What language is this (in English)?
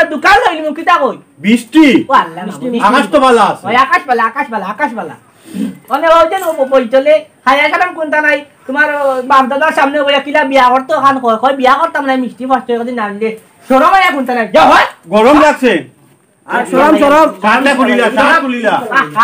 Sylheti